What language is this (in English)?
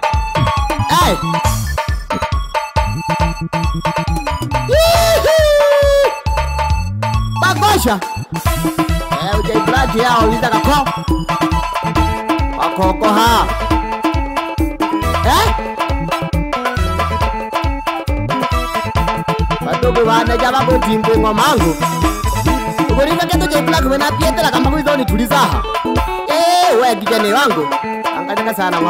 Swahili